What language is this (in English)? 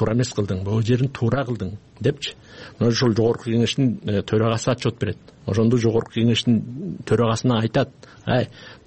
Kyrgyz